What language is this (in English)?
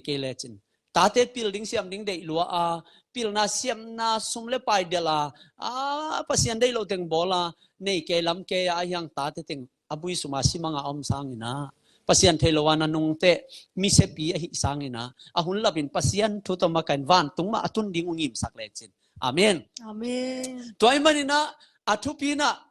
Tedim Chin